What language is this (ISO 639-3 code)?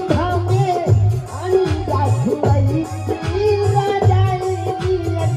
mai